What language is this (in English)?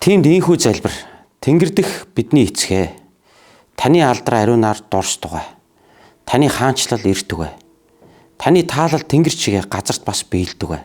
Mongolian